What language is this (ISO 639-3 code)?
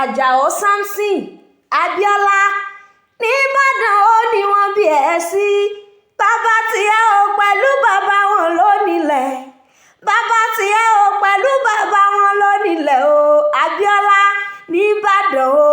yor